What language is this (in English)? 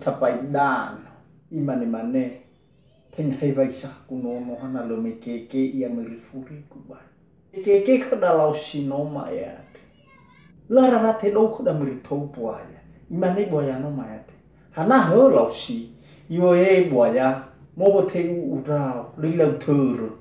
Nias